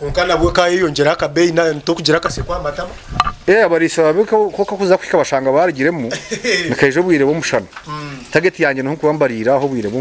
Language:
Nyankole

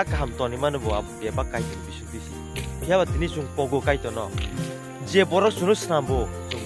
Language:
Kok Borok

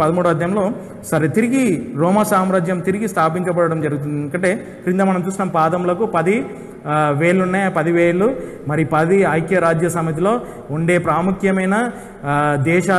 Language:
Telugu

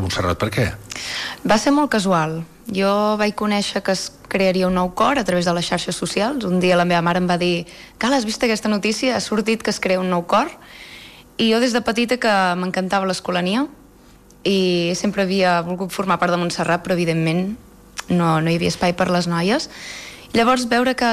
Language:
Catalan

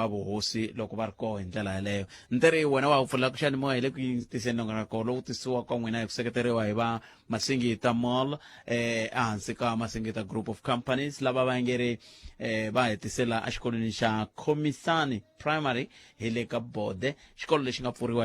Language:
Tsonga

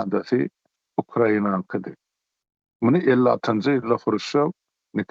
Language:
Turkmen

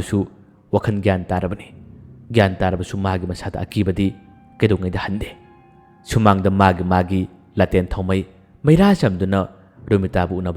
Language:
Manipuri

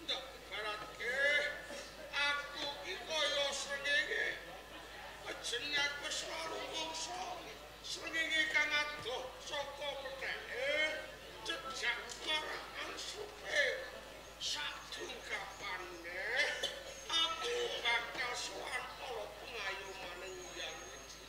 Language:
Javanese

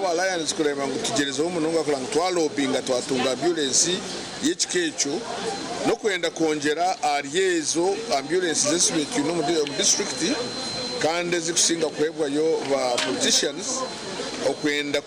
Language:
Nyankole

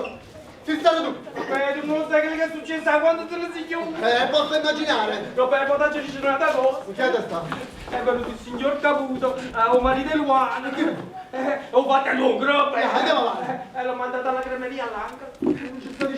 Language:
Neapolitan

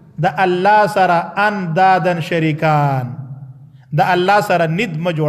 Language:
Pashto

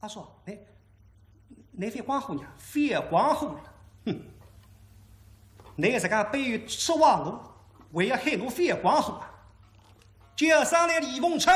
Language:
Wu Chinese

